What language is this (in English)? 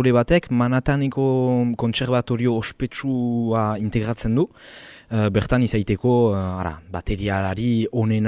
Basque